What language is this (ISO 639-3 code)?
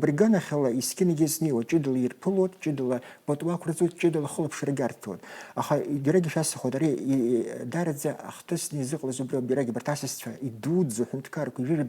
abk